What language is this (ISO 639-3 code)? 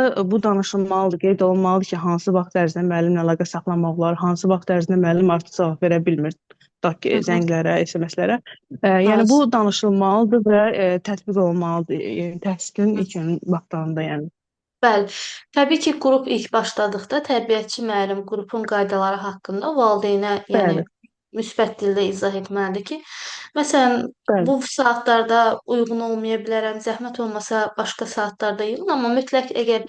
aze